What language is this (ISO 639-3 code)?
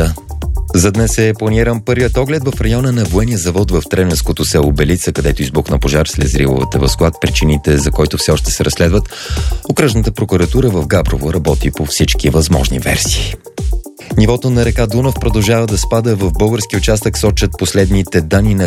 bul